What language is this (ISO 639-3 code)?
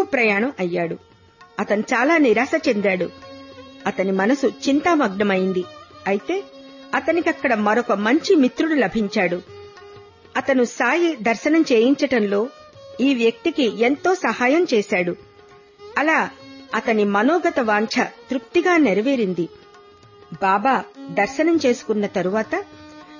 tel